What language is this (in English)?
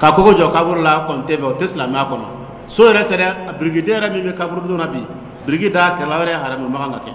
Dyula